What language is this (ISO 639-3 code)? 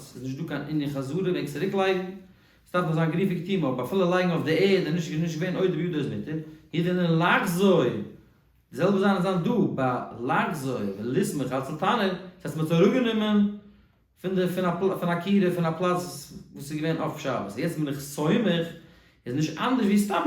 yid